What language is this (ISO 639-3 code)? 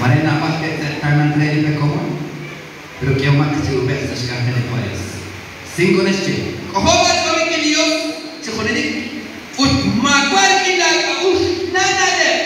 kek